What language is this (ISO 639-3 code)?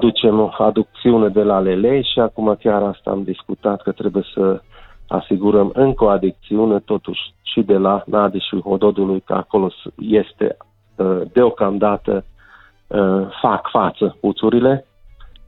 ron